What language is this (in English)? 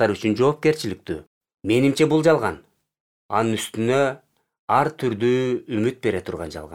Kyrgyz